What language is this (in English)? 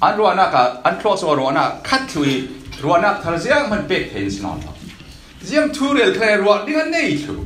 Falam Chin